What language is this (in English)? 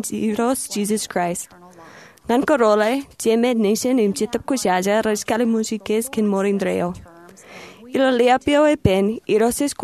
Marshallese